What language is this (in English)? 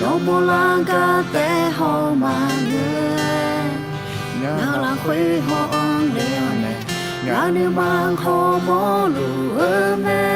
Akha